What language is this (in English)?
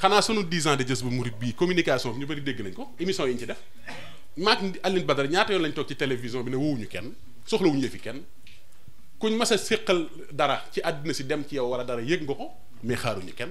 Wolof